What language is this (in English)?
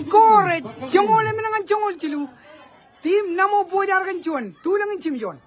Marshallese